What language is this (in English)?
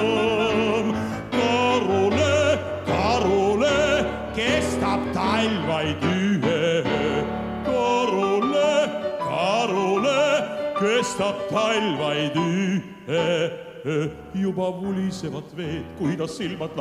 Estonian